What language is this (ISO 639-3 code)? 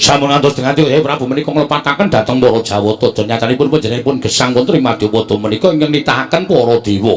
jav